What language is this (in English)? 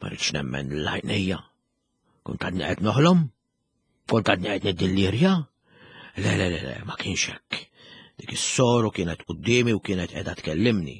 Maltese